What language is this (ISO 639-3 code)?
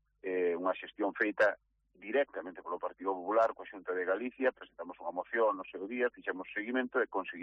glg